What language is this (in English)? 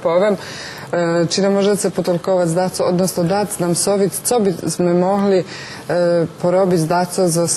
Rusyn